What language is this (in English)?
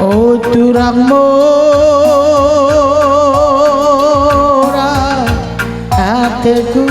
Batak Karo